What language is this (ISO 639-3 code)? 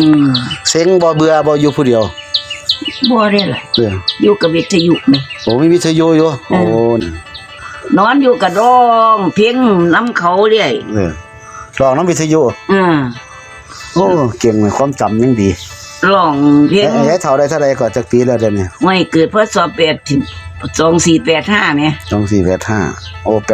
tts